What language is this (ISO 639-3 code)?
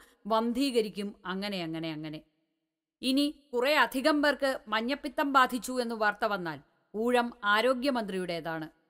mal